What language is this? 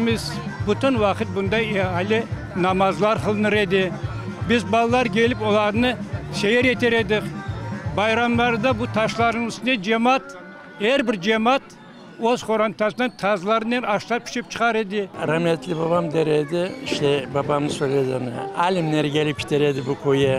Crimean Tatar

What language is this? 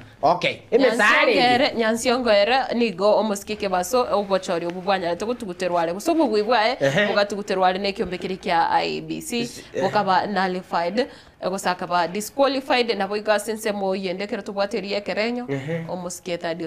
Gusii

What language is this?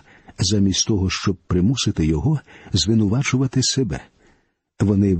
Ukrainian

